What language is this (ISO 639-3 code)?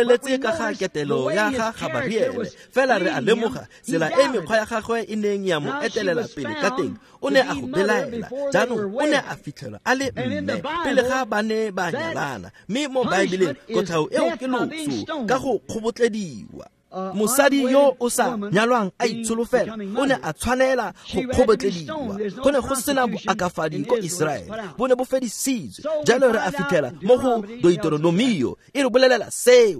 tsn